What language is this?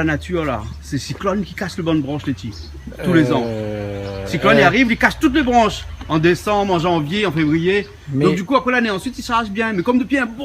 Réunion Creole French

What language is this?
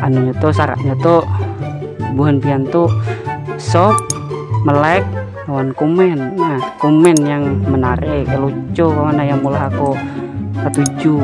Banjar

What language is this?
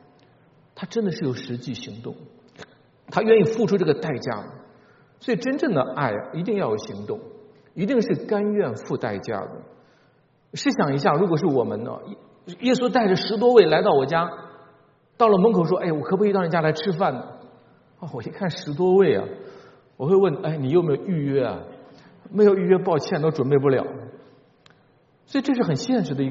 Chinese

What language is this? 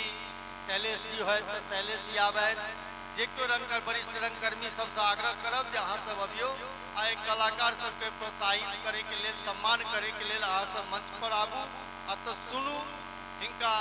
Maithili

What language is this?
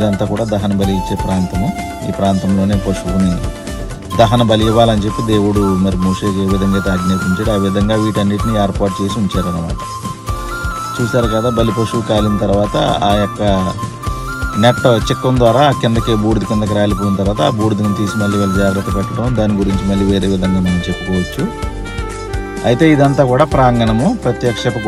Telugu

